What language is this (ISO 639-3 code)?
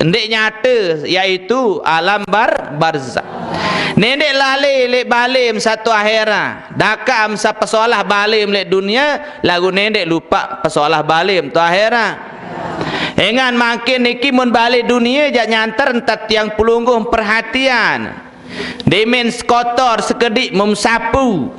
sas